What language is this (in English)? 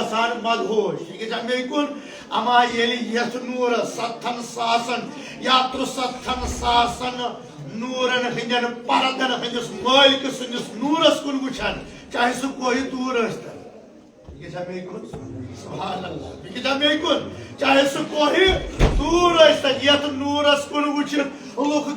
Kashmiri